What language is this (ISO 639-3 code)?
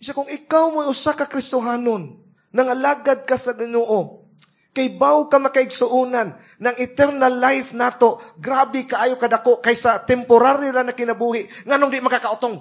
ceb